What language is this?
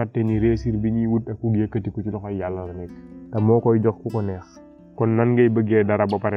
Wolof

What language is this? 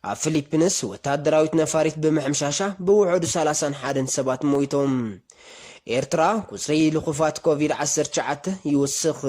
Tigrinya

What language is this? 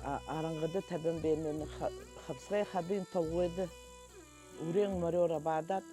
Buriat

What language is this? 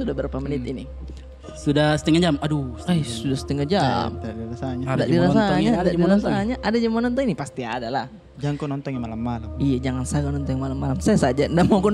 Makassar Malay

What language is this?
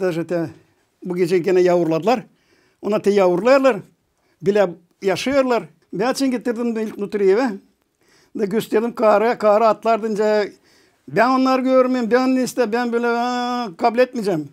Gagauz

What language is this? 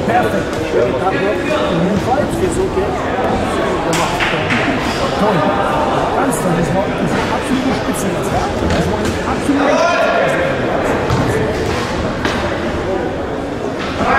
German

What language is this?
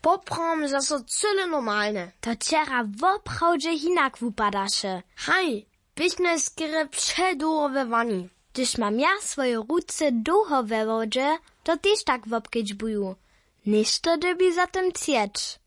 Upper Sorbian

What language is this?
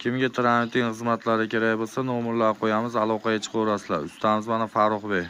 Uzbek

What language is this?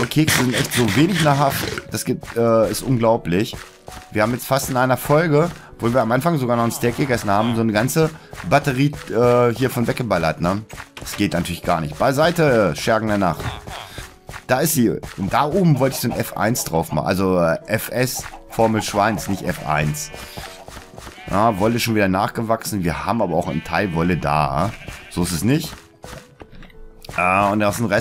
German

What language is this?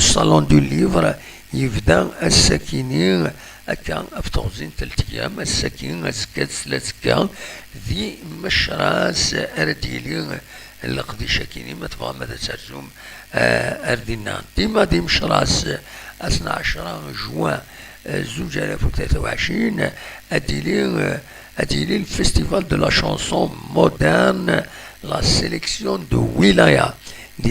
Kabyle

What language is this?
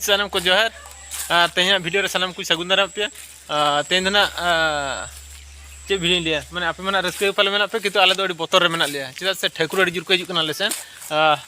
Santali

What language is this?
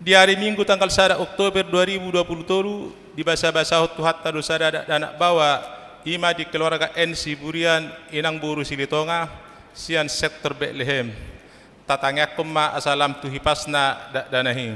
Batak Toba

